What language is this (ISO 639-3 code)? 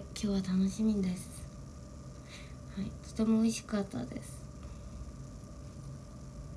jpn